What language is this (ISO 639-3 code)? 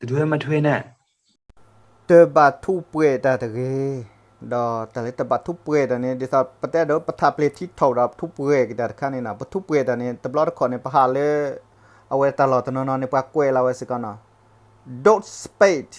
ksw